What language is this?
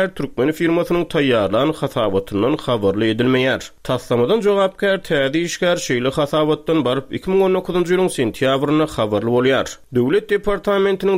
Turkmen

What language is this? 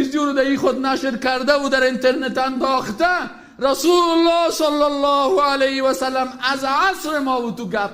Persian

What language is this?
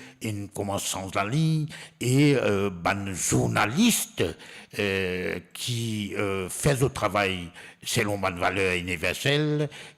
Morisyen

